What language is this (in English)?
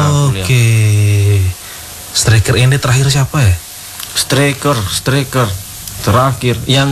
Indonesian